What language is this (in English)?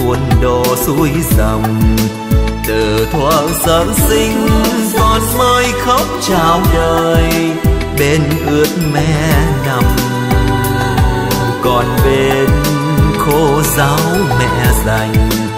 Vietnamese